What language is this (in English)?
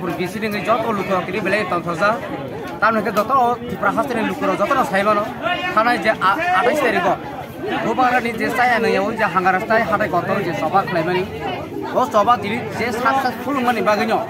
Kok Borok